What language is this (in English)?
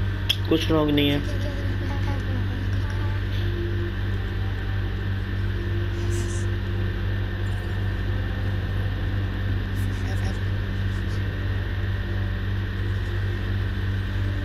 Hindi